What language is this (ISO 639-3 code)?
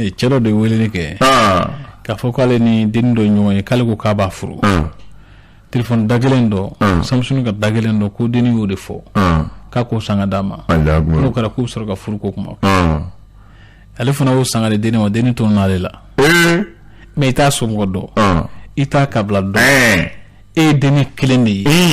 bam